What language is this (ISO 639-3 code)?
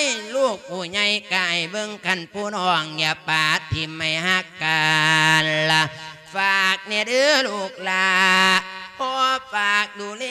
lao